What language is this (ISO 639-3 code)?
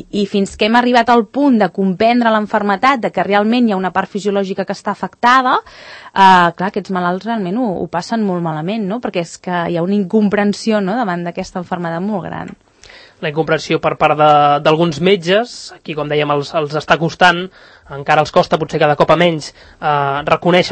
cat